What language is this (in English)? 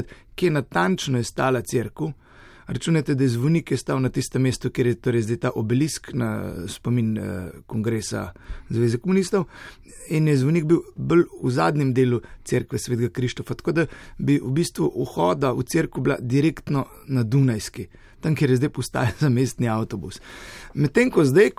Slovenian